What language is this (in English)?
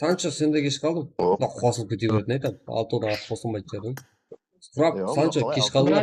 Kara-Kalpak